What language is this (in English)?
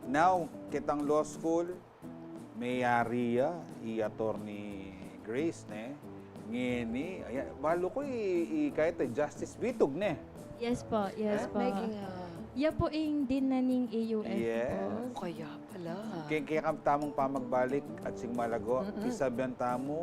Pampanga